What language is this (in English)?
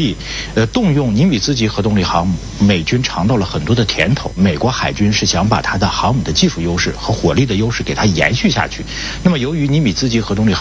Chinese